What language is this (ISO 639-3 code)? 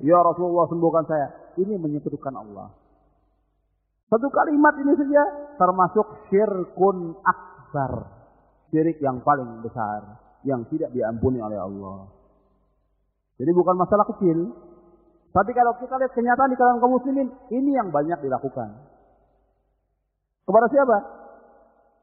ind